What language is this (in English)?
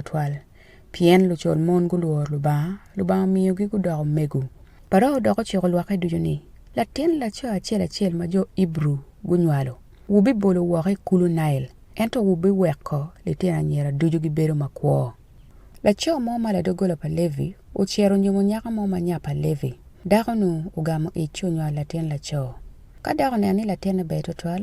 Acoli